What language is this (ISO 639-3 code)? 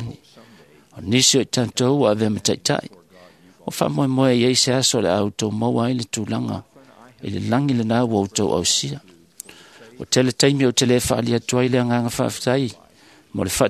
smo